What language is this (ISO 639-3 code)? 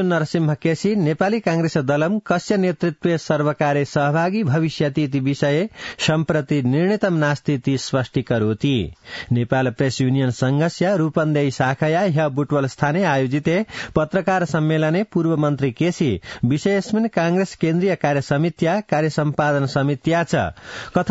san